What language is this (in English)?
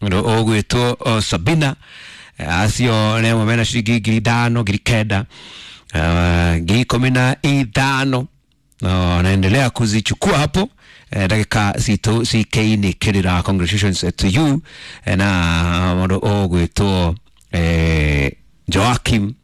Kikuyu